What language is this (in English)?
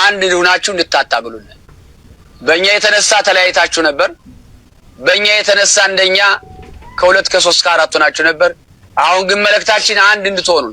Amharic